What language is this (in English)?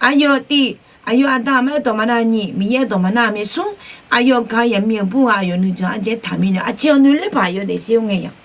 Akha